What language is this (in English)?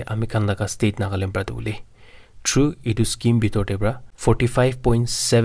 Naga Pidgin